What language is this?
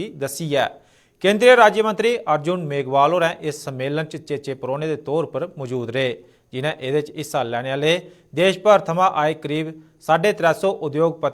Dogri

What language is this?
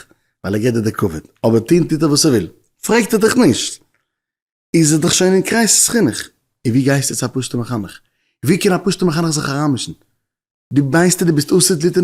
Yiddish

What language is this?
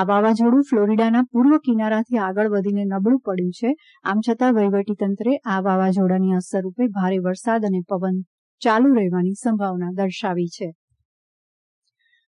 Gujarati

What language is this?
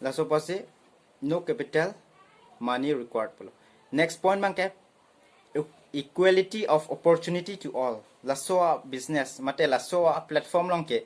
Karbi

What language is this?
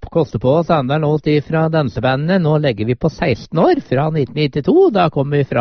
Norwegian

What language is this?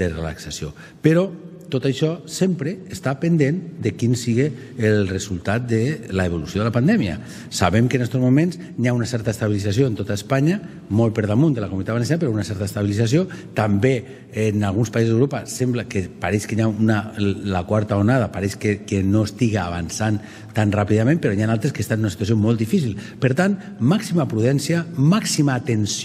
Catalan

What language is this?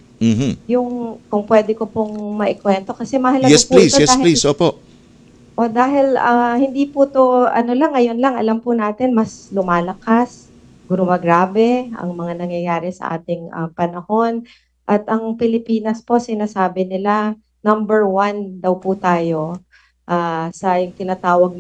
Filipino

